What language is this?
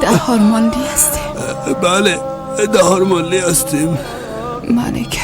Persian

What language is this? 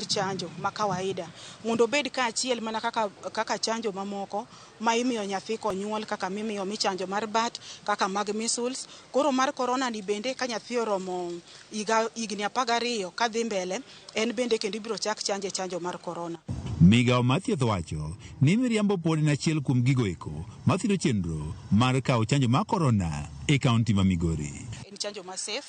Luo (Kenya and Tanzania)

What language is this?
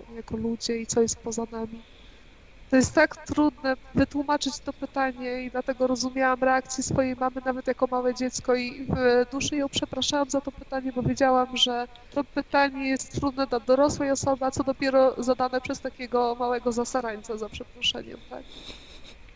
Polish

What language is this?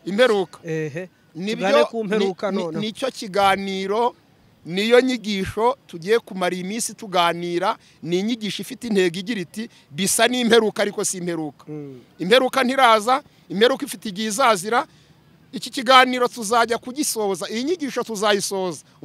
Kinyarwanda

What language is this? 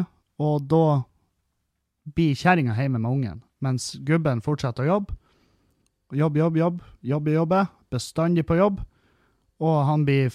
Norwegian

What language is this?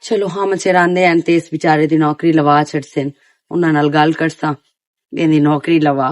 Western Panjabi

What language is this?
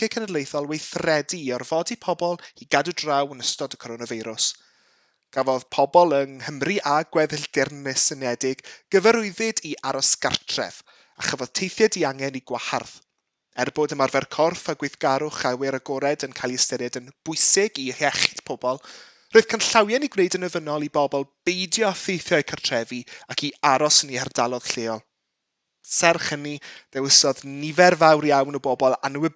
Welsh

